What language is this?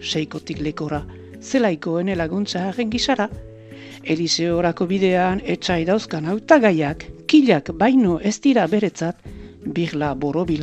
Basque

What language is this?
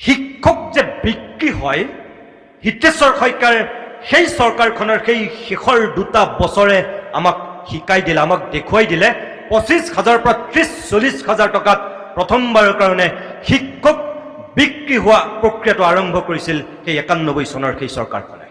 Assamese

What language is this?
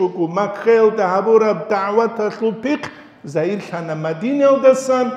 Avaric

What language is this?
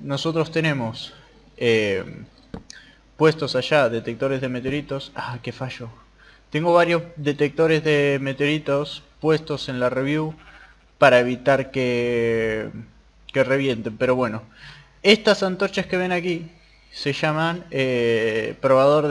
Spanish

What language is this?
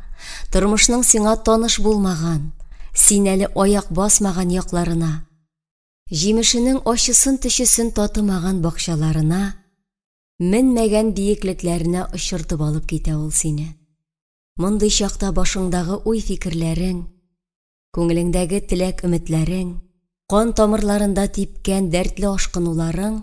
Tatar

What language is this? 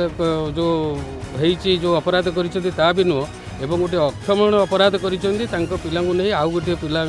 Odia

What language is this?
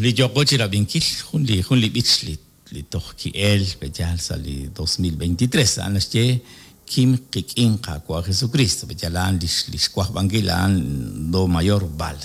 Kekchí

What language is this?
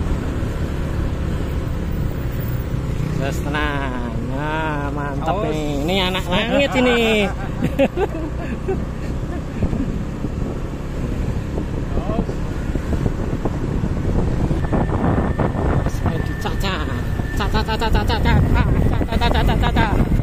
Indonesian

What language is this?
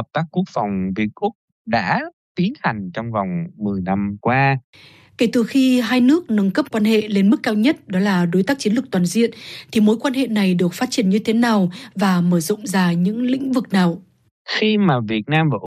Vietnamese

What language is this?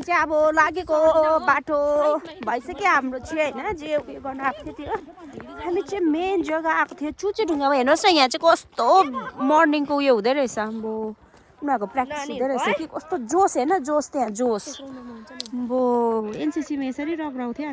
Nepali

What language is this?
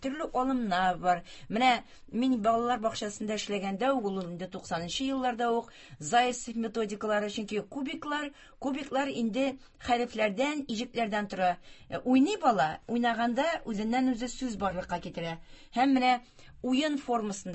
Tatar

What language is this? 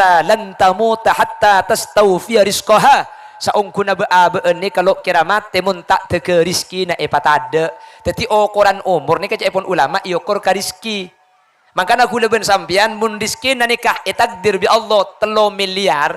Madurese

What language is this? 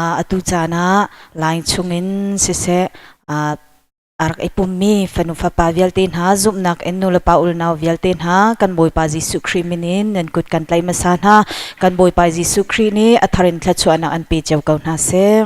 Hakha Chin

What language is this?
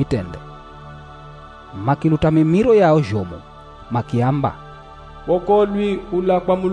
Swahili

